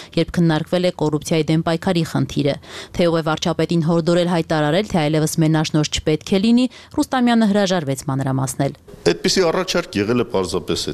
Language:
Armenian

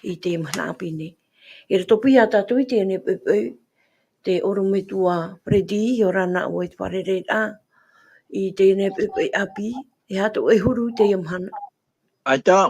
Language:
Tahitian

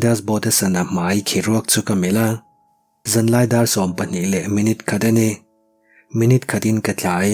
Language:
Mizo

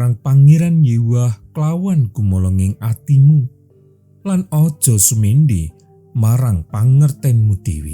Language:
Javanese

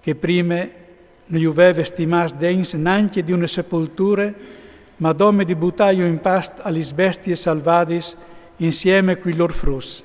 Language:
Friulian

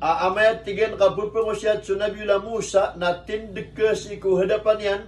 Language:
Maranao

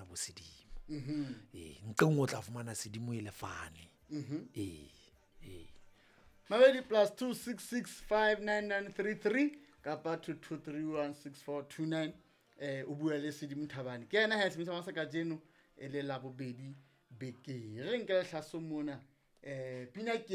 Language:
Southern Sotho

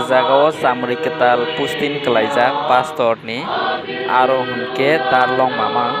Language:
Kok Borok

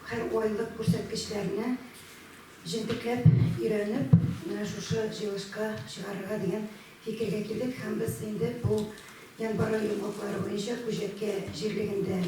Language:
Tatar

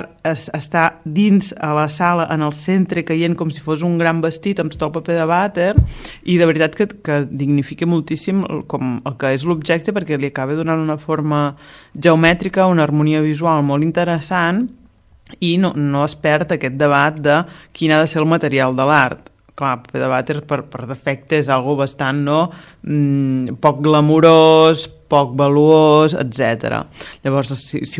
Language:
Catalan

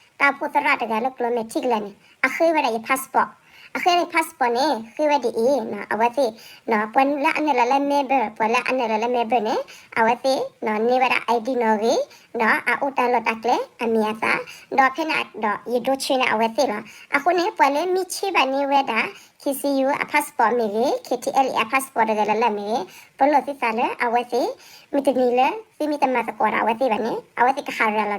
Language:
S'gaw Karen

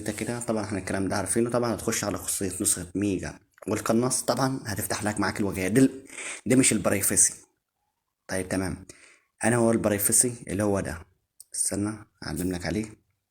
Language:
Egyptian Arabic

